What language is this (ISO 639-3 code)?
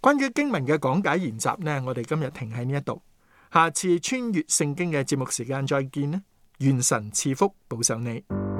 yue